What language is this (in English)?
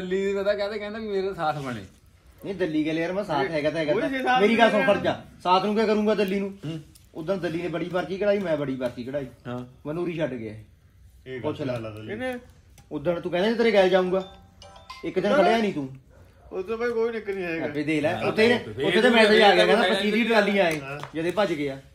Punjabi